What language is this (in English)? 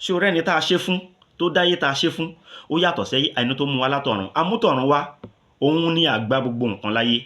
Yoruba